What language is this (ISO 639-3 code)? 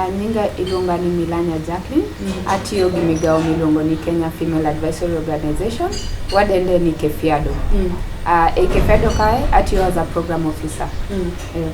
luo